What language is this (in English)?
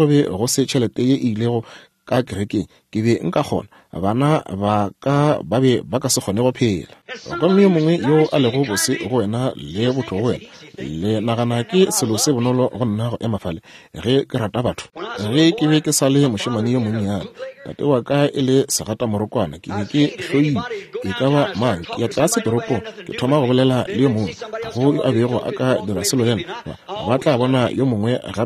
Northern Sotho